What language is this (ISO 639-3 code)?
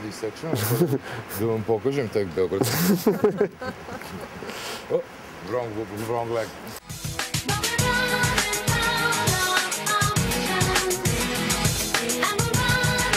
srp